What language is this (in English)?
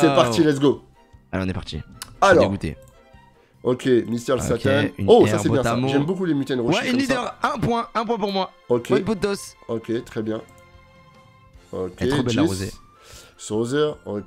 French